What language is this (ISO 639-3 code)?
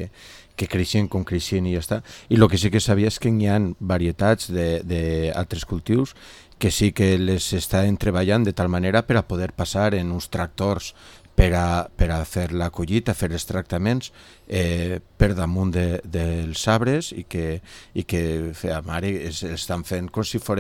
cat